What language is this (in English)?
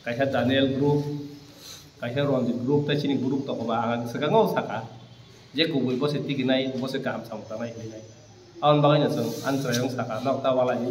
Kok Borok